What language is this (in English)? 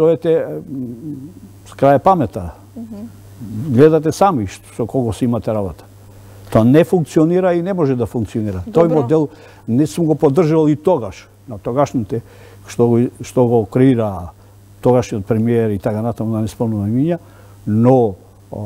Macedonian